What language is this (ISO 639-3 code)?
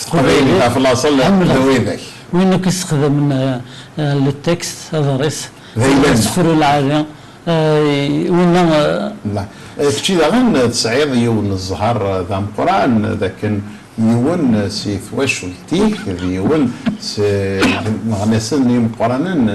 kab